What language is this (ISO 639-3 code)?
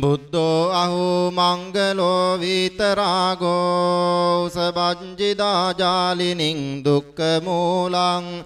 pli